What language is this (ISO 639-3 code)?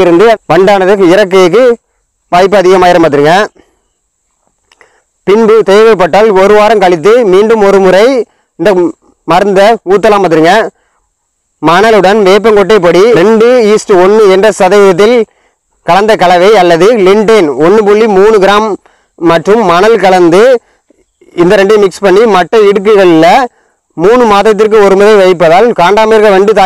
tam